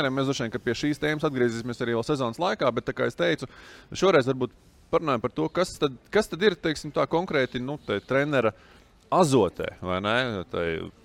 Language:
Latvian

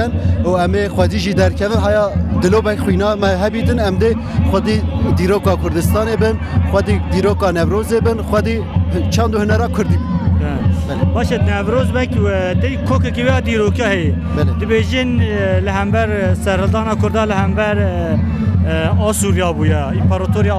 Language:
Kurdish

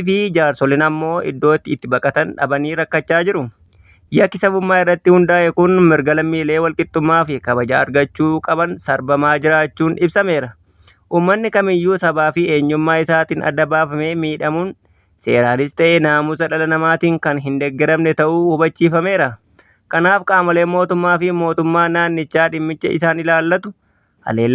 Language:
Oromo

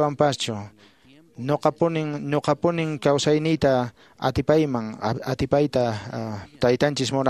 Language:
Quechua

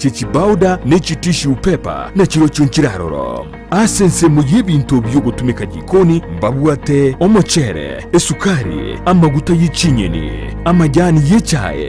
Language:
Gusii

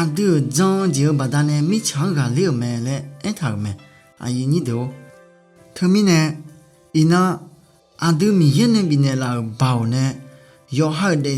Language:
Akha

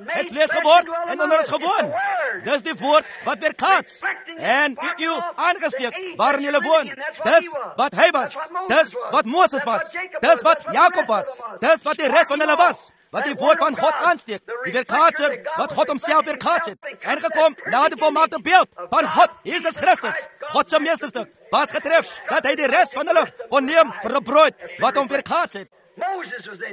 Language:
Afrikaans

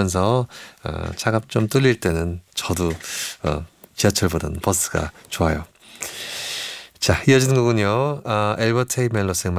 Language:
Korean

